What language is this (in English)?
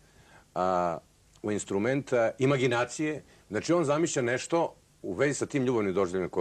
Serbian